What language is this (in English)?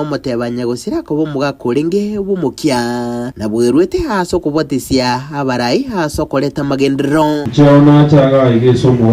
Gusii